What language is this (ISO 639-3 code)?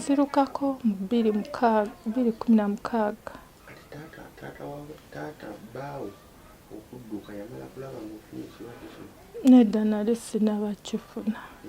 lug